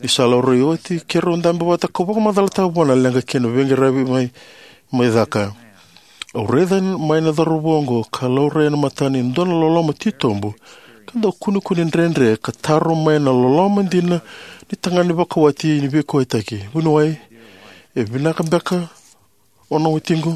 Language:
Fijian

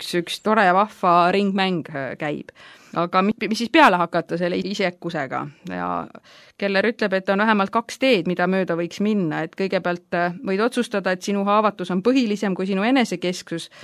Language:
Estonian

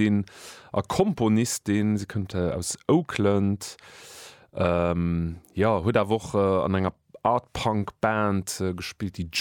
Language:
Luxembourgish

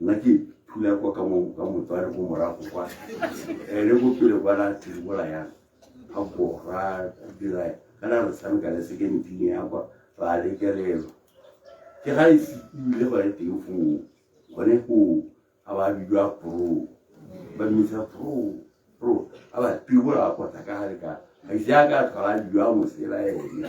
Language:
Tswana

